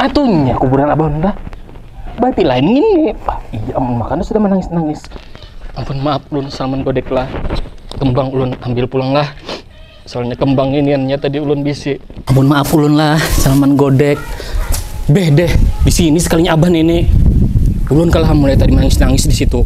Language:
Banjar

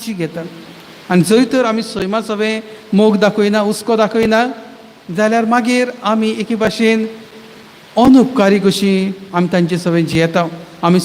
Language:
Konkani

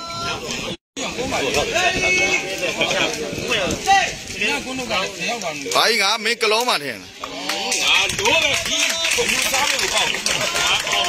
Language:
Burmese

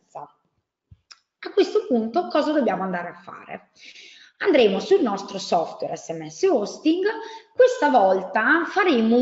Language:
Italian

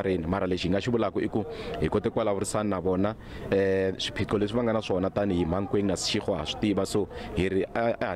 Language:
Tsonga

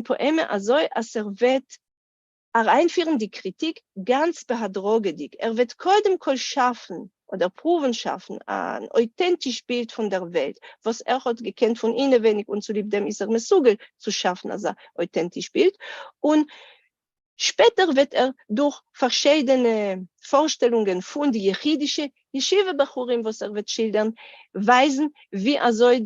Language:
Yiddish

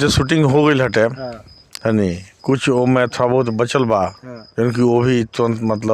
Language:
Bhojpuri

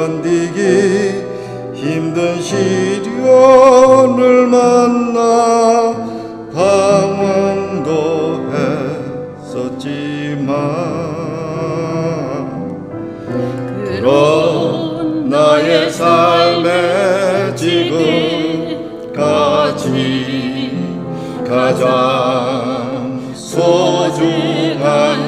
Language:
Korean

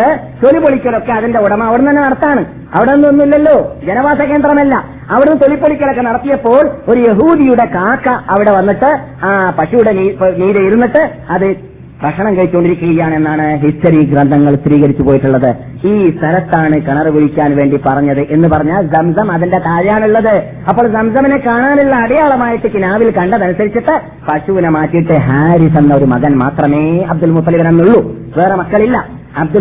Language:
Malayalam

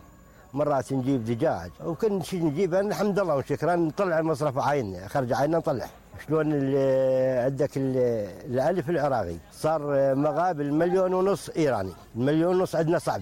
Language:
Mesopotamian Arabic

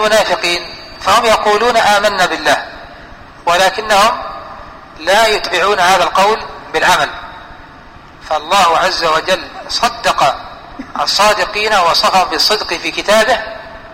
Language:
Arabic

